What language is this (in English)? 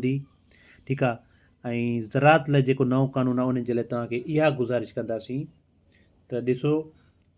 Sindhi